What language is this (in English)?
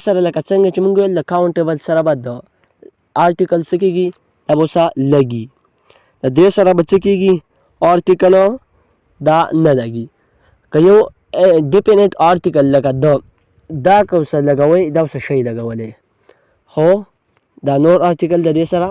Pashto